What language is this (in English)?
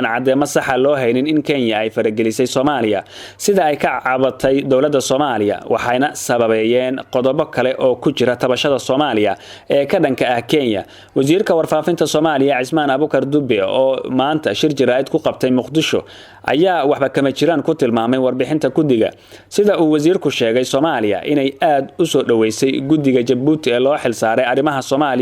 Somali